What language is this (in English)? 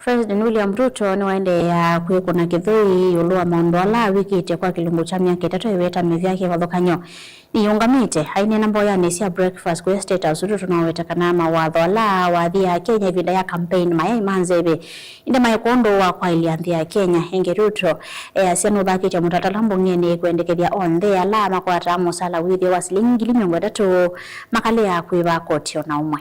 Kamba